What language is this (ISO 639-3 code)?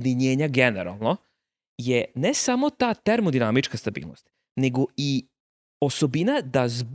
srp